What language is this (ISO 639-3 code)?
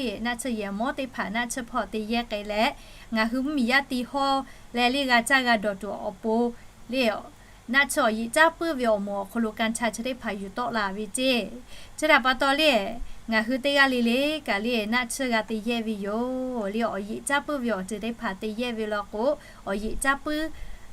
lhu